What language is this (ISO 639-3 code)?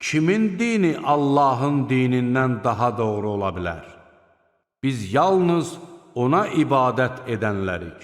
aze